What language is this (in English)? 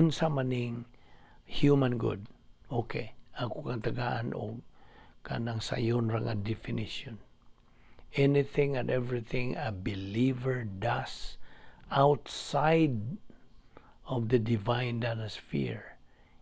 Cebuano